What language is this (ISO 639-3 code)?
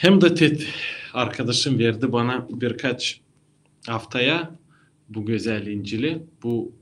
gag